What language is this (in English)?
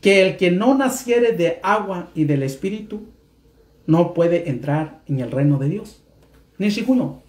Mixtepec Mixtec